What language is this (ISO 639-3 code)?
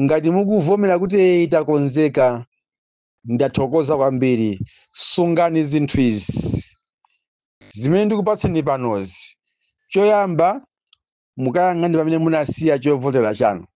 nya